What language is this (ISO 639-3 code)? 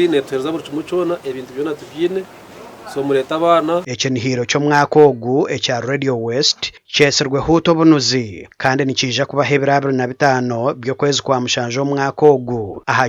nyn